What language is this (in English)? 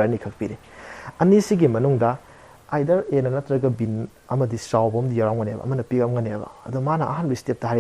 Manipuri